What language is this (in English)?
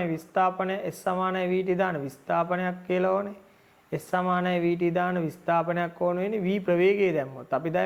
Sinhala